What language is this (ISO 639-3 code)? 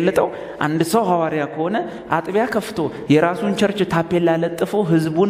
amh